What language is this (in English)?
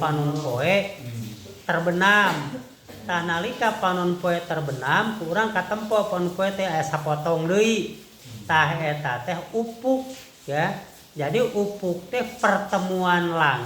Sundanese